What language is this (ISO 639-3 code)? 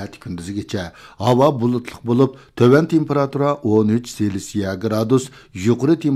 uig